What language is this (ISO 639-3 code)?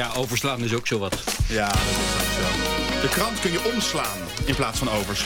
nld